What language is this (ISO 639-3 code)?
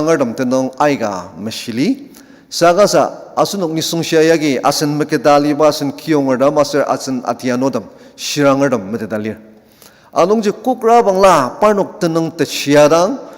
njo